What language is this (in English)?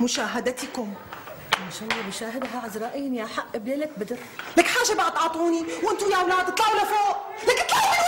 North Levantine Arabic